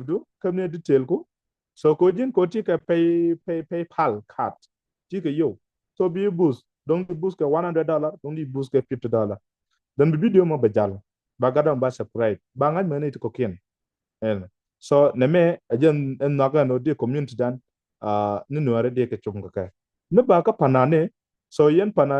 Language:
Nuer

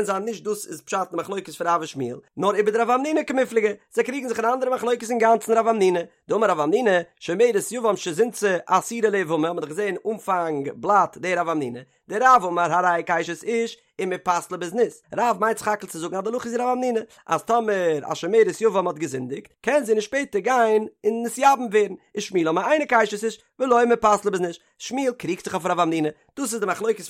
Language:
Yiddish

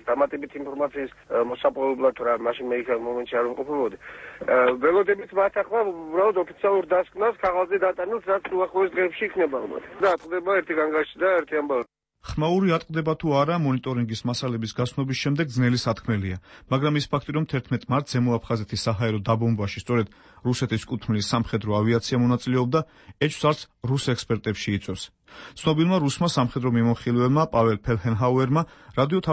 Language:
Georgian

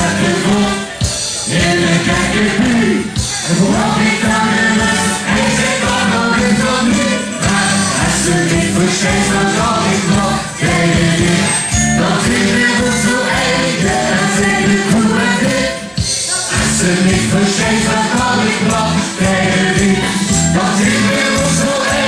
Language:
Limburgish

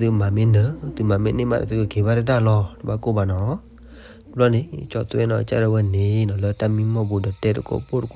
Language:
S'gaw Karen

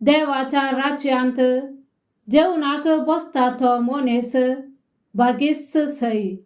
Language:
Konkani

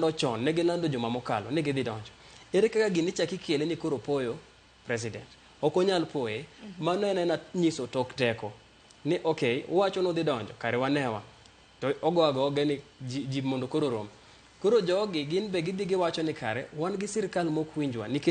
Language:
Luo (Kenya and Tanzania)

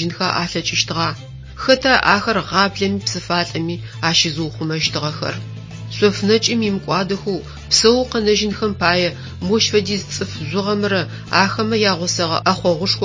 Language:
Adyghe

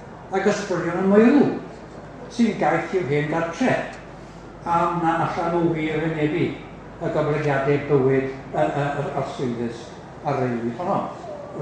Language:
Welsh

